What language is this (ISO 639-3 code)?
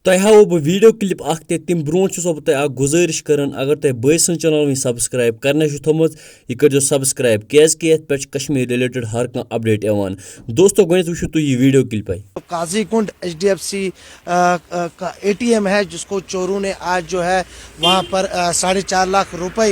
kas